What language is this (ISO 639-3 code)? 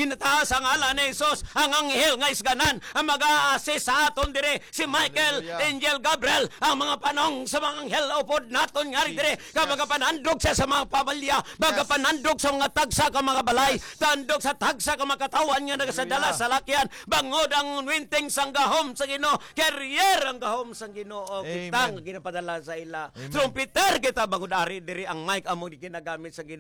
hil